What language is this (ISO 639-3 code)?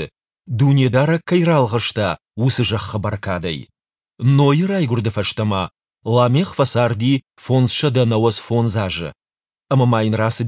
oss